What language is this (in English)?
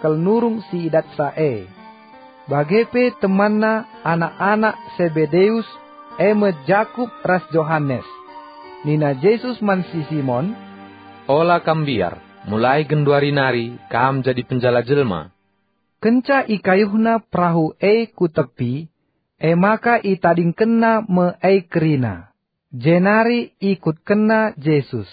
Batak Karo